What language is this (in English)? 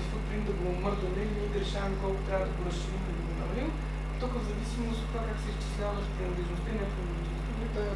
Bulgarian